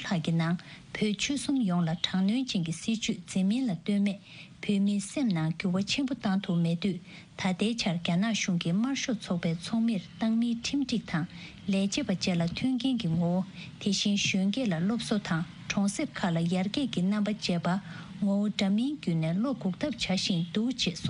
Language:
Tibetan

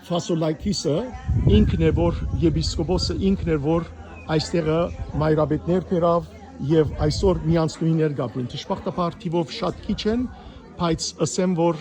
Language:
Western Armenian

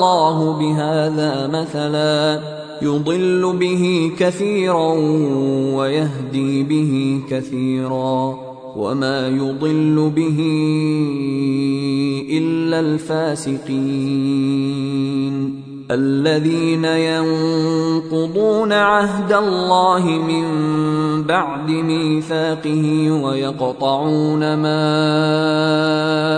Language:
Arabic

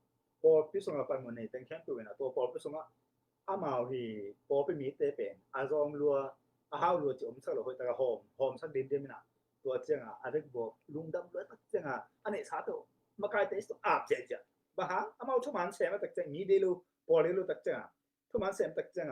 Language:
Tedim Chin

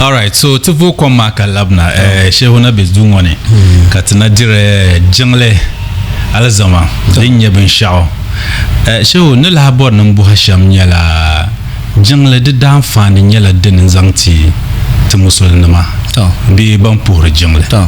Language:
Dagbani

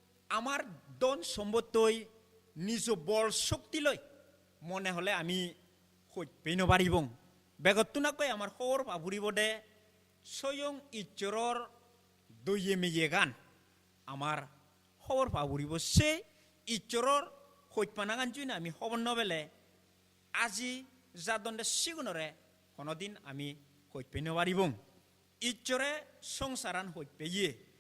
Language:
Chakma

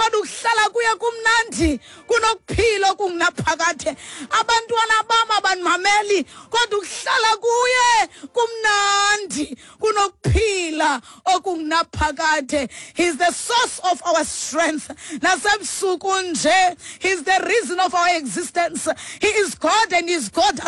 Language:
Xhosa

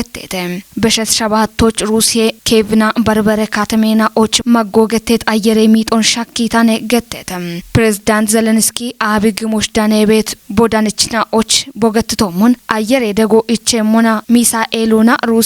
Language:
Kafa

